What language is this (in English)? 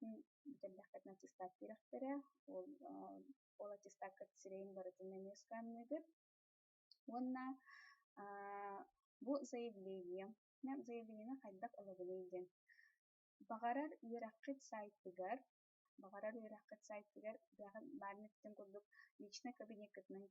Yakut